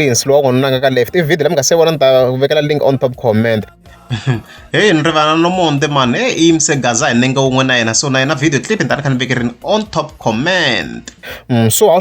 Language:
Tsonga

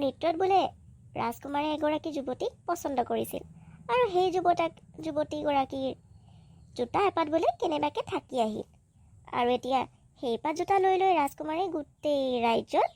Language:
Assamese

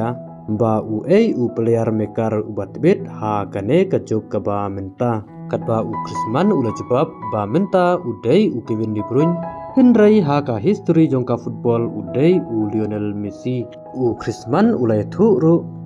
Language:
Khasi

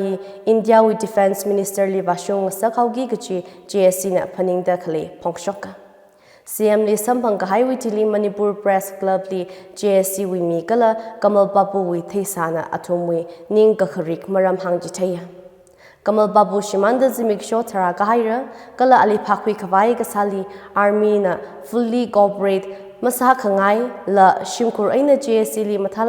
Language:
Tangkhul Naga (India)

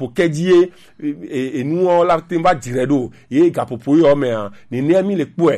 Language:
Gen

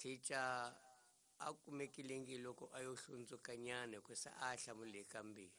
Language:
Tsonga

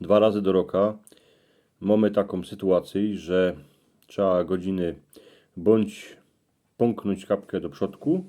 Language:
Silesian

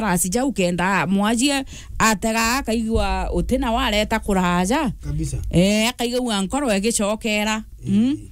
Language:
Meru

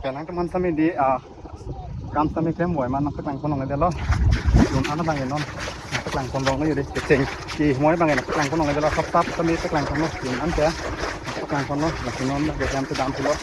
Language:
Karbi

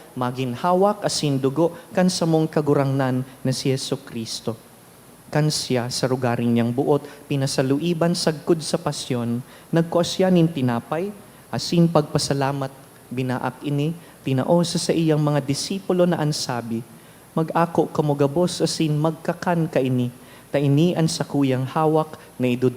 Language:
Bikol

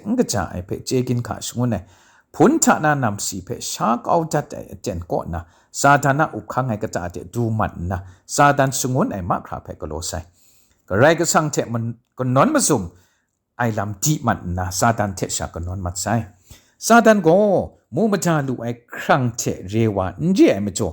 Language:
Kachin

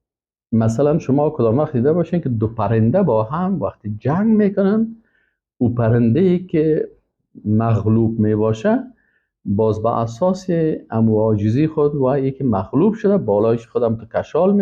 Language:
Persian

